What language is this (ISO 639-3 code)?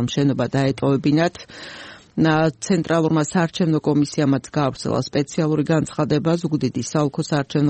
kat